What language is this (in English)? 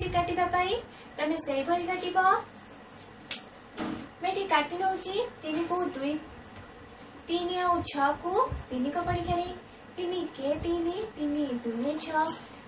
Odia